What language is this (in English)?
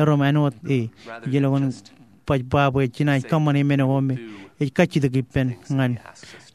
Marshallese